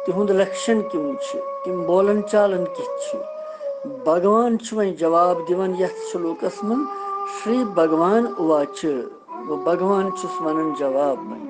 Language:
Kashmiri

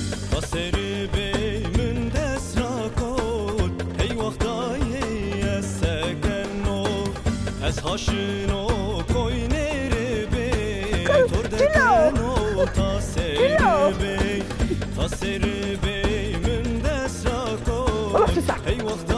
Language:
Zaza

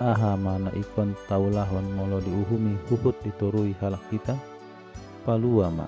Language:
Batak Toba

